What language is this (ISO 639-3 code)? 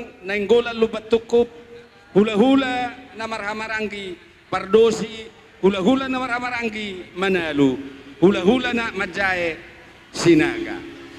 bbc